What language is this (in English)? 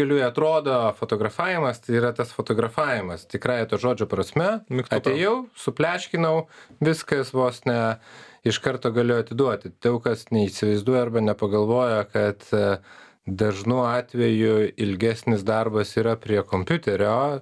Lithuanian